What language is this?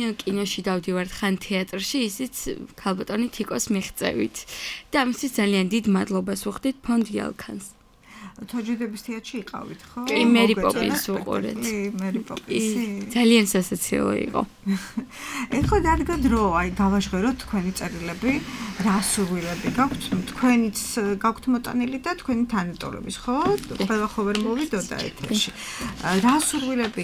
Georgian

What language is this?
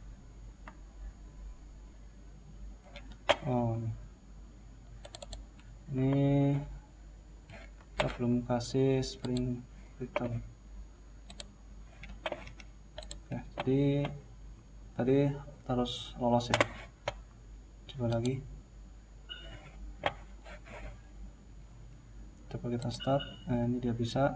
Indonesian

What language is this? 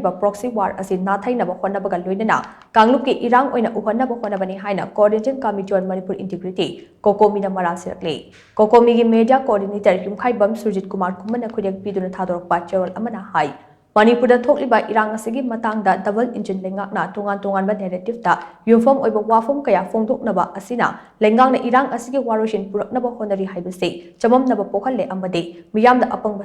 Manipuri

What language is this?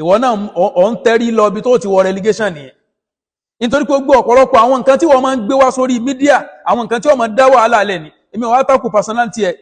Yoruba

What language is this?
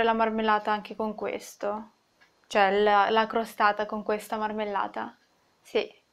Italian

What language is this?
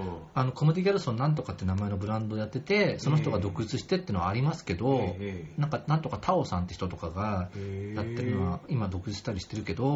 Japanese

